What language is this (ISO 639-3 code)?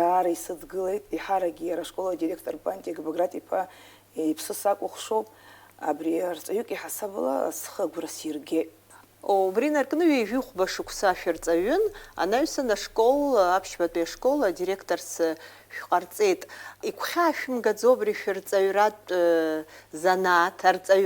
abk